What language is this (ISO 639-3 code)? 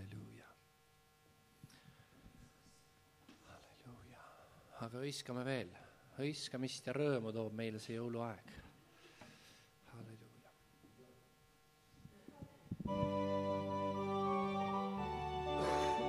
est